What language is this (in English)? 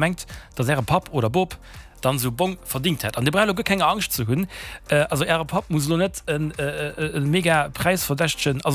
Luxembourgish